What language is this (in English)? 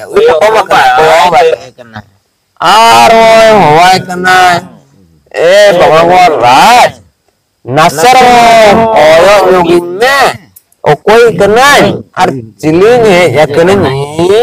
Santali